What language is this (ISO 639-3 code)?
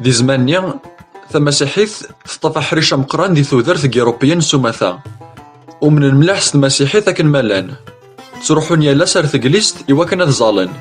kab